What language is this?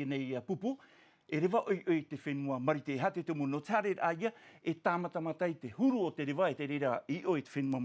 Tahitian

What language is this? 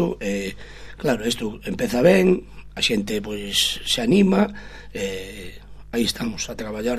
Galician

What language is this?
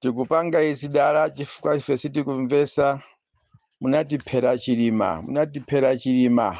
Nyanja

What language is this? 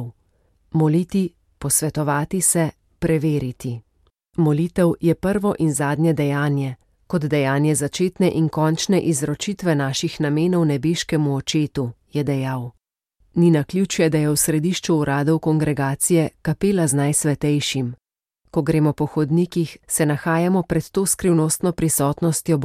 Slovenian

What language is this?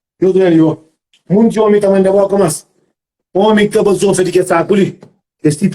Kabuverdianu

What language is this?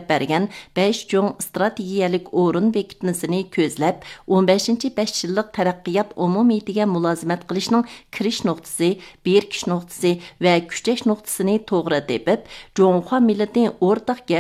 Uyghur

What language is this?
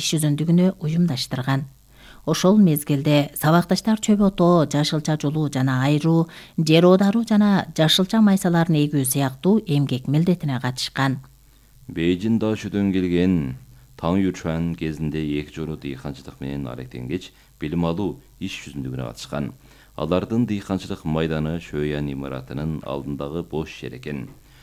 Kyrgyz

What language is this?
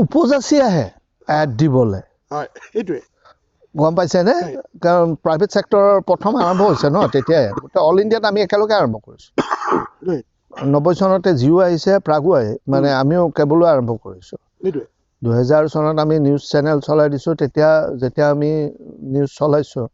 Assamese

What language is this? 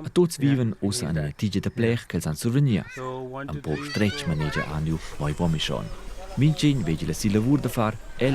Romansh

